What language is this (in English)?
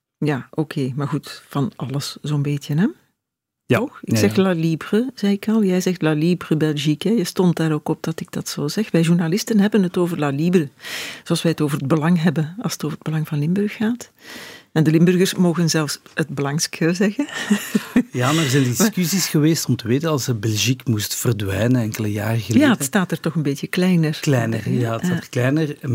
Dutch